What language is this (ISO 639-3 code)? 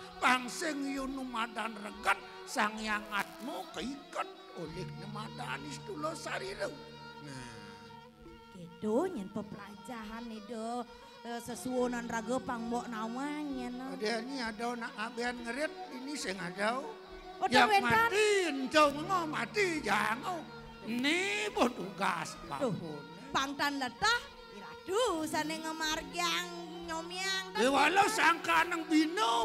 ban